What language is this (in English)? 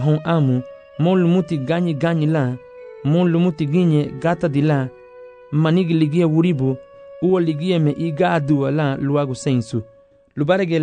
Garifuna